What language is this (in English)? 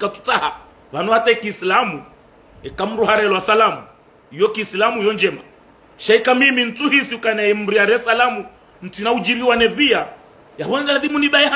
Ngazidja Comorian